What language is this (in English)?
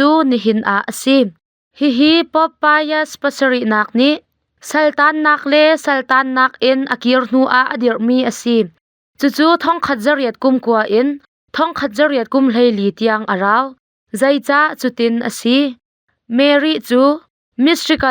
Hakha Chin